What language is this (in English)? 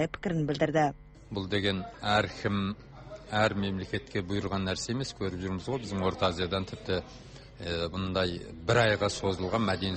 Kazakh